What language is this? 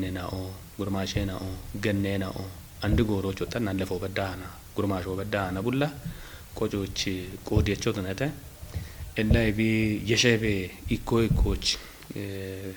Kafa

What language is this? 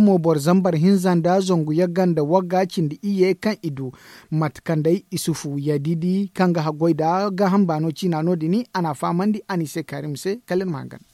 Zarma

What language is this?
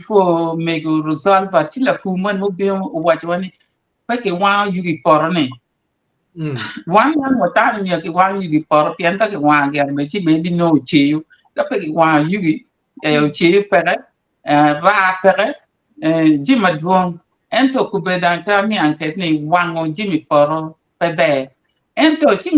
Acoli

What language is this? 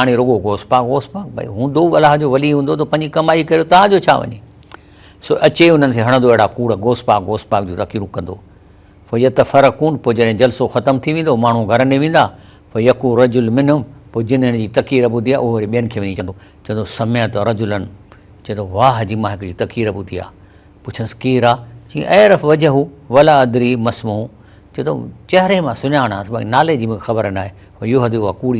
Sindhi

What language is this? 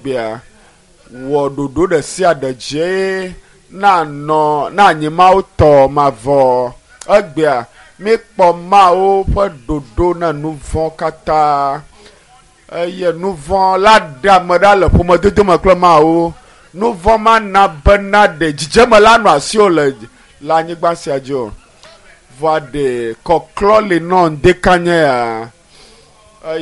Ewe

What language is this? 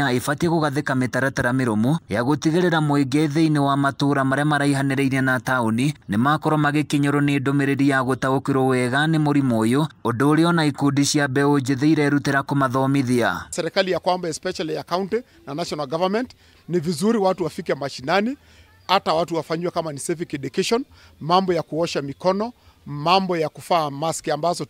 Kikuyu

